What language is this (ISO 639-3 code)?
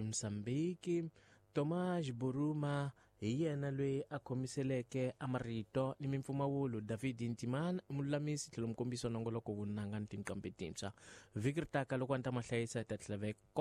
tso